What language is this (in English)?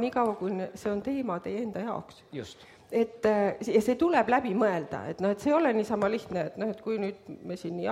Estonian